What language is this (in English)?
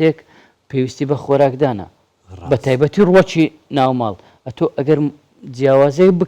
Central Kurdish